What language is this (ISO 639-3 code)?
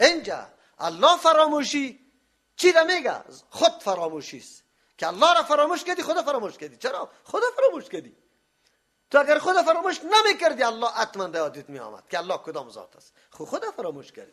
fas